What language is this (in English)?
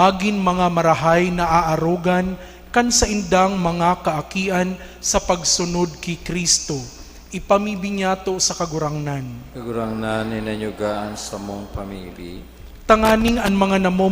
Bikol